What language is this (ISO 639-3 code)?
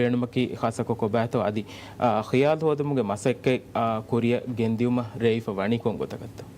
div